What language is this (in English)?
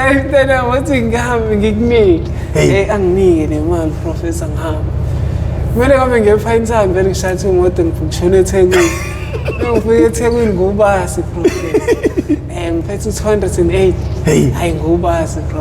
Zulu